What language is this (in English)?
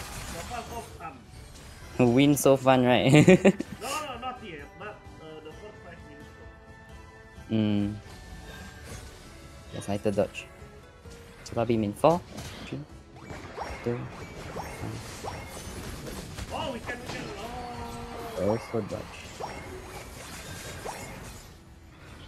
Indonesian